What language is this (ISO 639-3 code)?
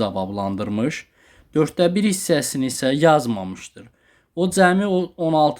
aze